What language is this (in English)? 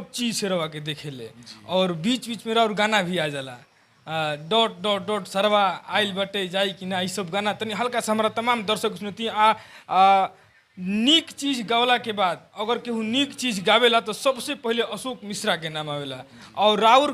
Bhojpuri